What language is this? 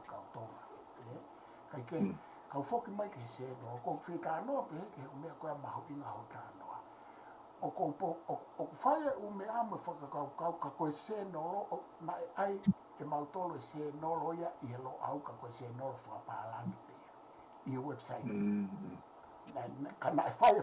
Tongan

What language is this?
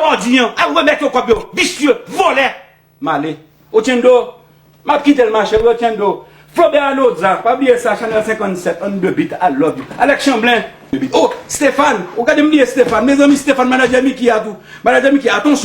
Haitian Creole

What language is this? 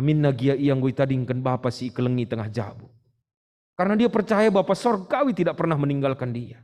Batak Karo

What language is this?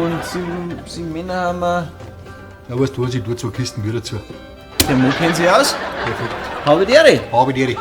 Bavarian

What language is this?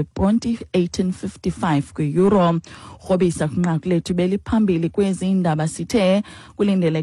Xhosa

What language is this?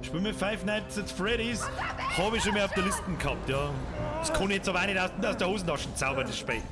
Bavarian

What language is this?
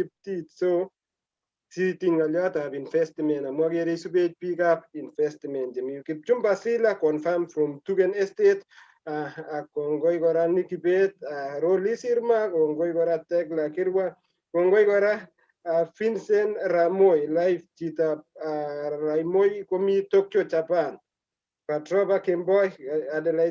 Kalenjin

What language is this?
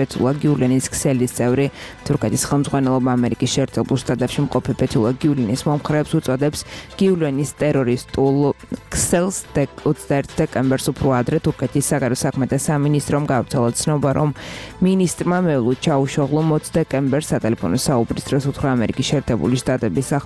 Georgian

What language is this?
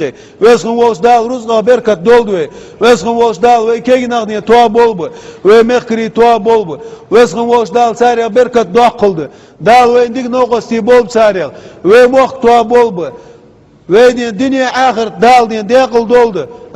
Ingush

